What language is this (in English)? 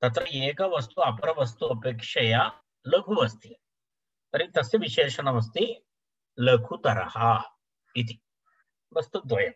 Sanskrit